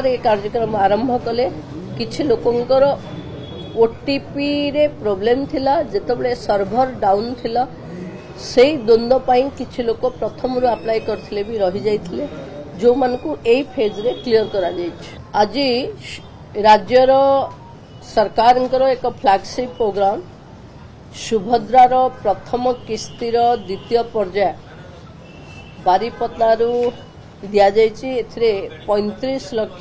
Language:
Odia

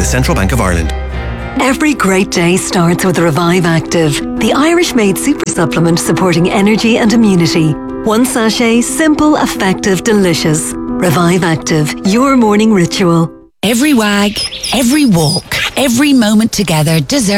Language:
English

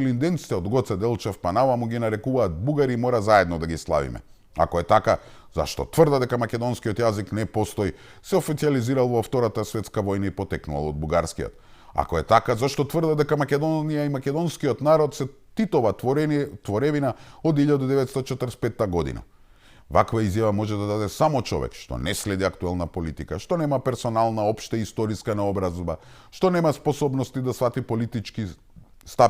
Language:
Macedonian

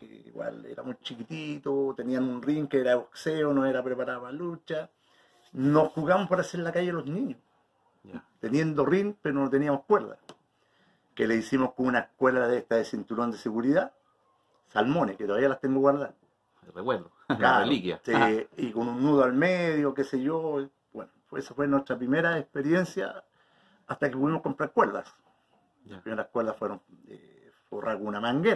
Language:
Spanish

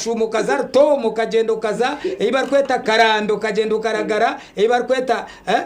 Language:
Nyankole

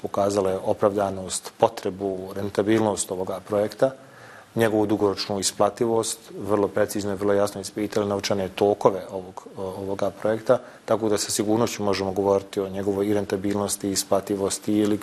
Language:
Bosnian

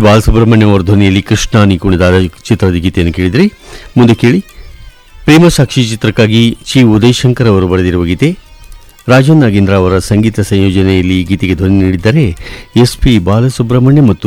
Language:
Kannada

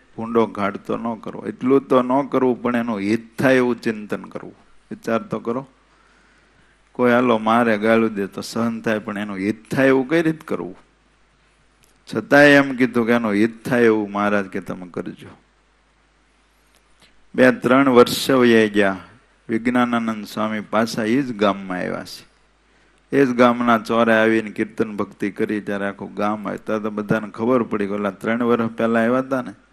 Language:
Gujarati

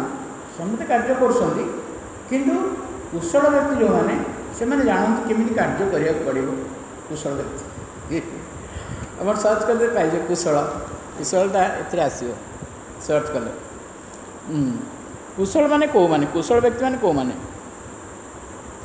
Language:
Odia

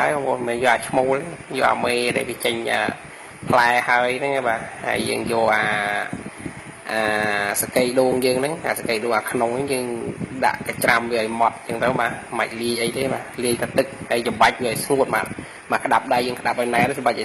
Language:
Khmer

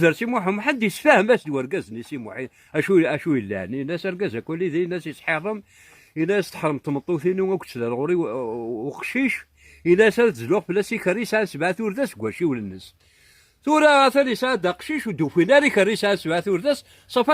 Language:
Kabyle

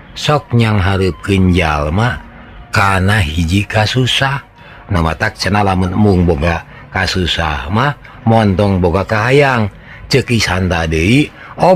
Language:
Sundanese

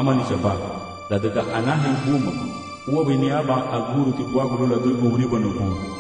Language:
Garifuna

